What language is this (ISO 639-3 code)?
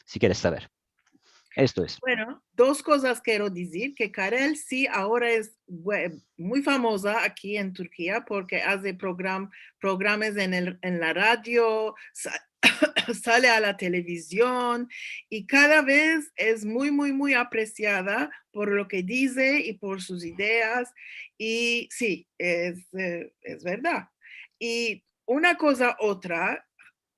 lad